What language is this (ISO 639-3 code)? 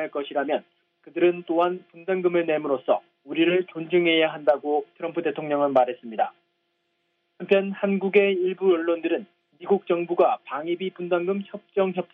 kor